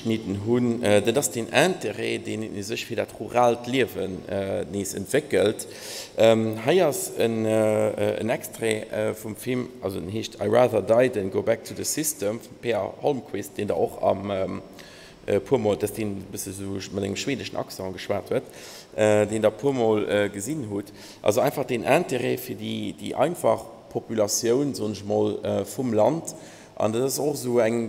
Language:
Luxembourgish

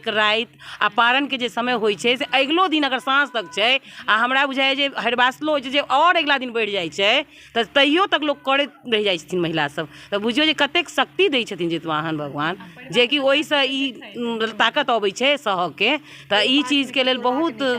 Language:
Maithili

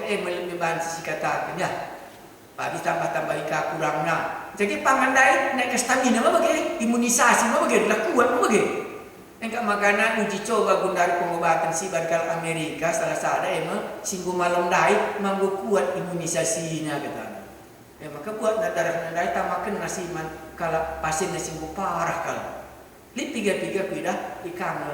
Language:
Batak Karo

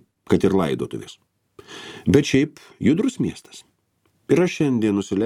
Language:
Lithuanian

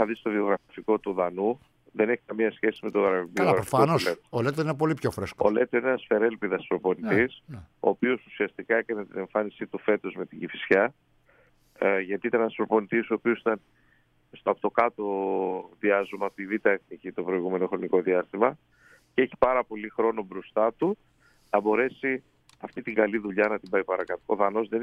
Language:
Greek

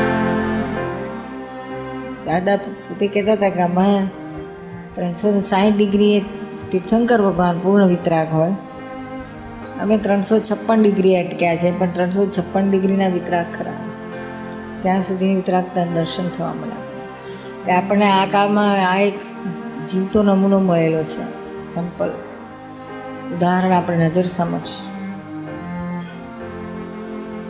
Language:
Gujarati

